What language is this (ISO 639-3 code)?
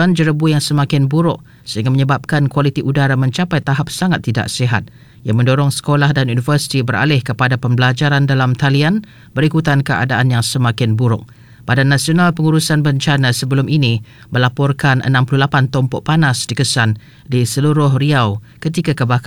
msa